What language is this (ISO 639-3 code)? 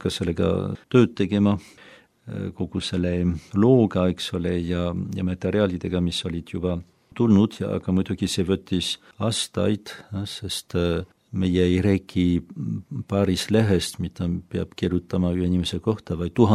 est